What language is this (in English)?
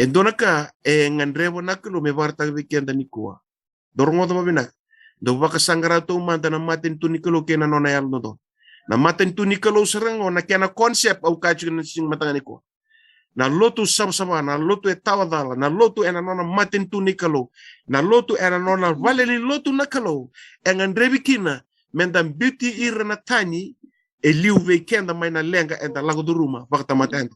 Fijian